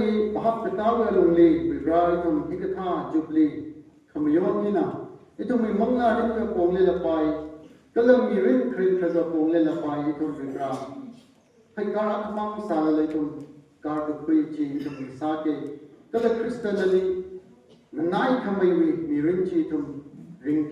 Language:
Tangkhul Naga (India)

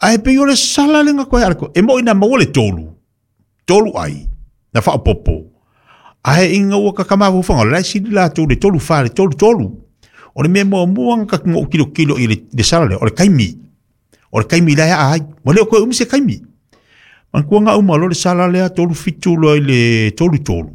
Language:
Samoan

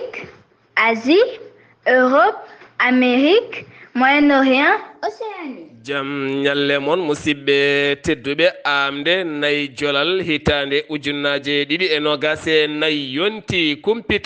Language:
Fula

